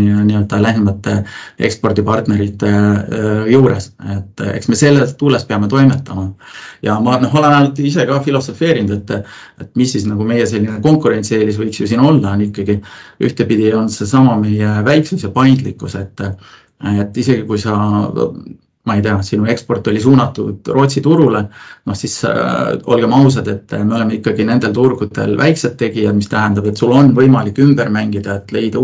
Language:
Estonian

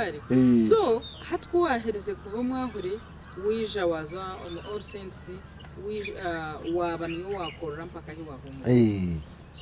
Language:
Nyankole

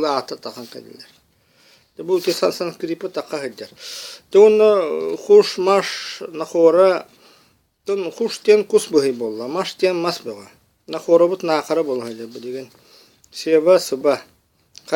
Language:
Yakut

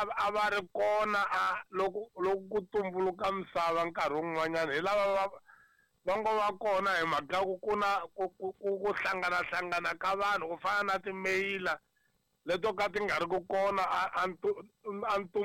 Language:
Tsonga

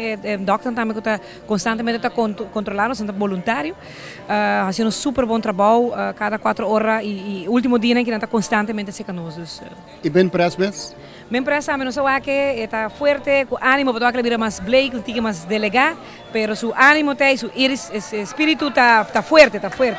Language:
Papiamento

